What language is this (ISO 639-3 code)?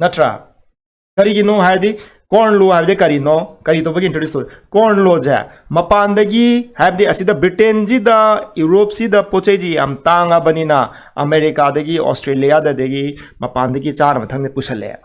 mni